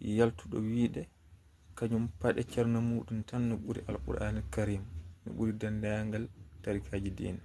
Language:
Fula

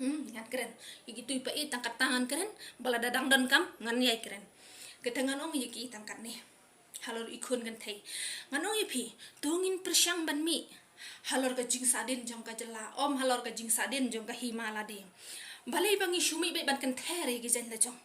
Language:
Khasi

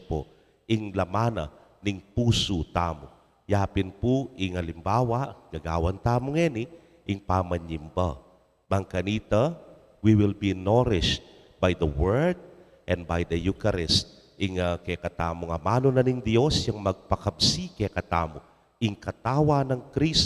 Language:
Pampanga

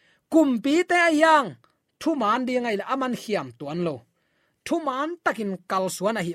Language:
Tedim Chin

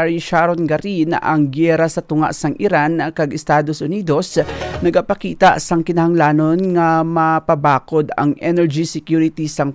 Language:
Hiligaynon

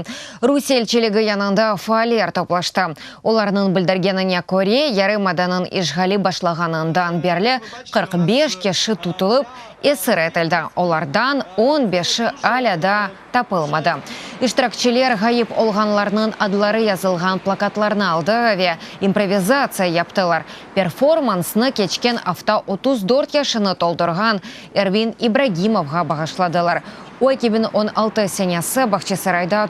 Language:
Crimean Tatar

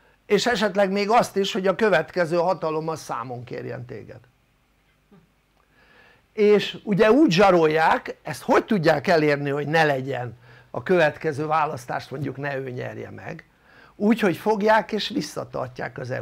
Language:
Hungarian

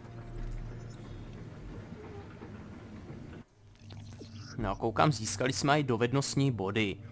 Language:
Czech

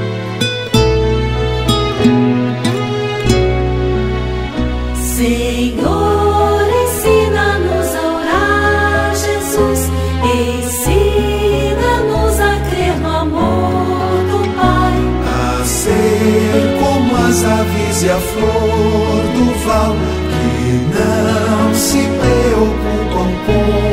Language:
Portuguese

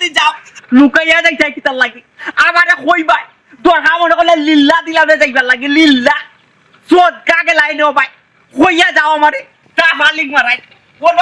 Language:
Sylheti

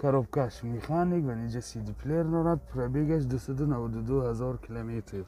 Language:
Tajik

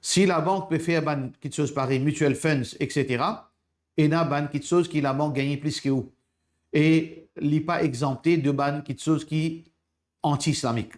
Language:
Morisyen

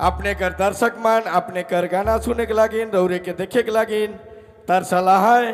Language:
Sadri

